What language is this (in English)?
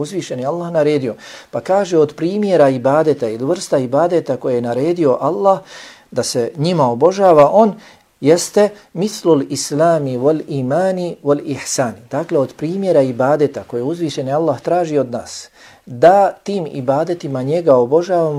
Bosnian